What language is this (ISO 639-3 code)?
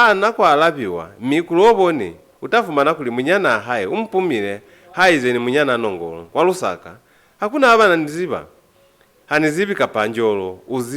loz